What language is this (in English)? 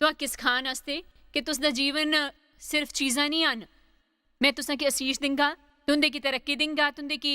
Dogri